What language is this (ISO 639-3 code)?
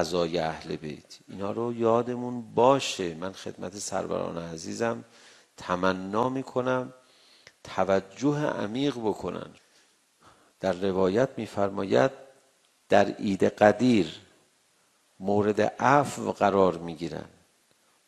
fas